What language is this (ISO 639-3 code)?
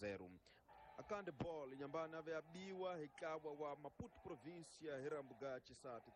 tso